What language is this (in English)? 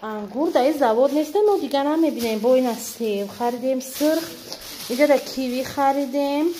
Tajik